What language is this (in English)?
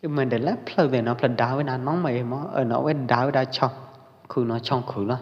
Pwo Eastern Karen